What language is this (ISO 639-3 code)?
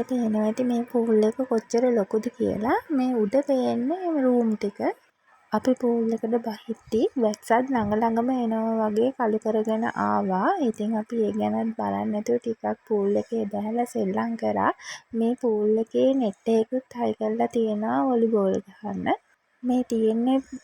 sin